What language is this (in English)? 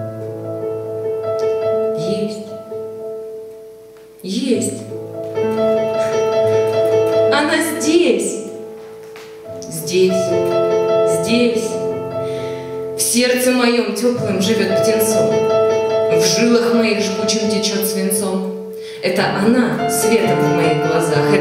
Russian